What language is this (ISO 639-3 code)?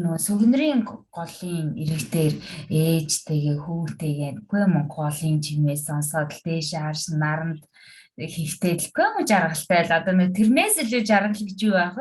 mon